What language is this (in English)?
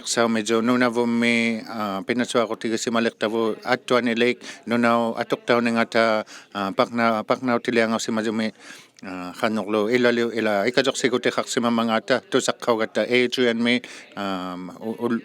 Inuktitut